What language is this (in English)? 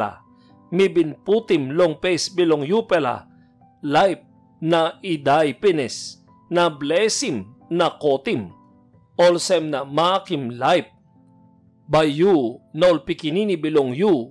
Tok Pisin